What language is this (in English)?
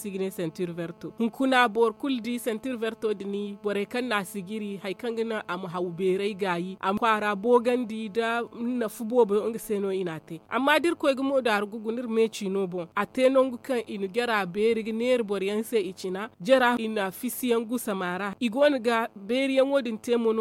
Zarma